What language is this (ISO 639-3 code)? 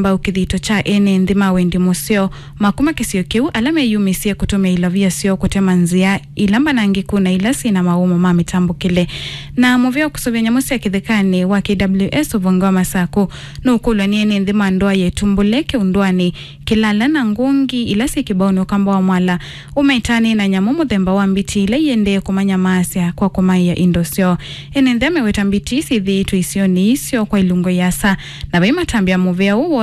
kam